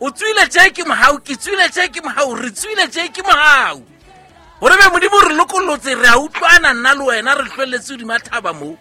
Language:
Southern Sotho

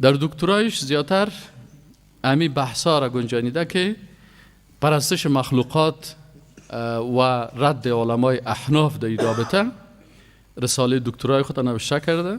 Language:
Persian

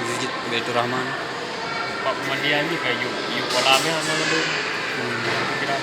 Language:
Achinese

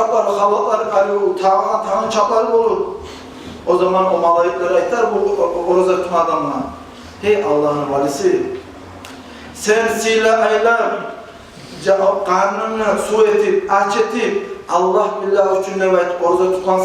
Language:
Kumyk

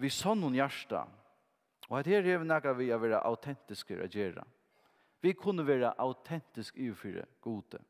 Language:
Faroese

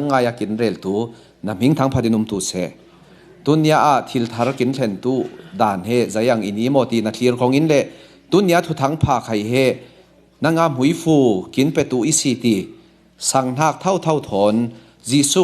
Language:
Falam Chin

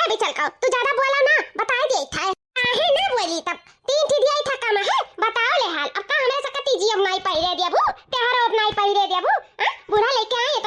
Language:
Awadhi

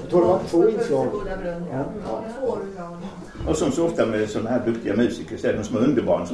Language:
Swedish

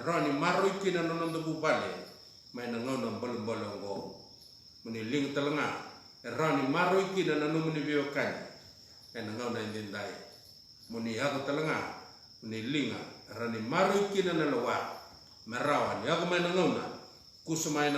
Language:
Fijian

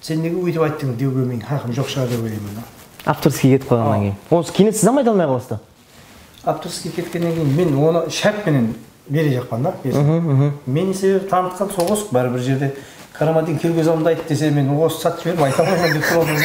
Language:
Kara-Kalpak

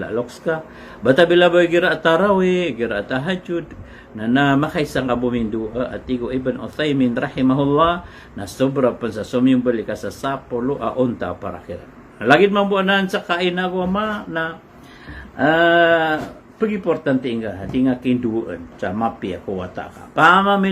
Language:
Maranao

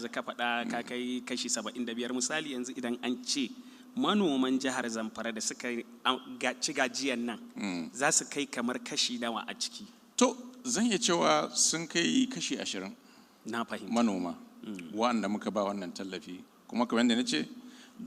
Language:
Hausa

